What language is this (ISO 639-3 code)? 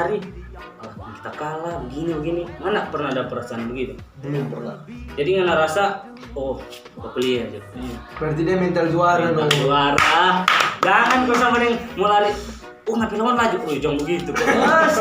xmm